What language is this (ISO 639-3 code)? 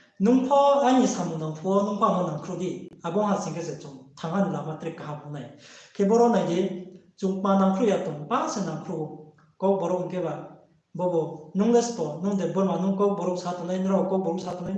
ria